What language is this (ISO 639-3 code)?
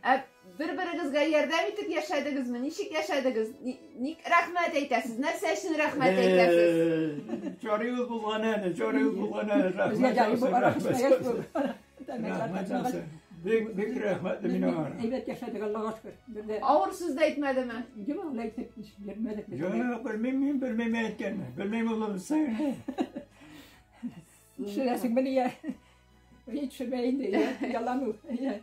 tat